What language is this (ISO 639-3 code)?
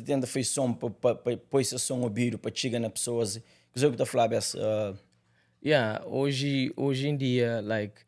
kea